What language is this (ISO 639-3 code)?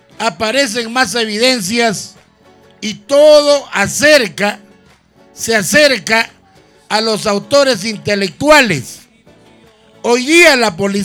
spa